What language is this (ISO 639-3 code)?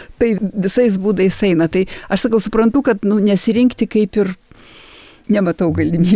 lit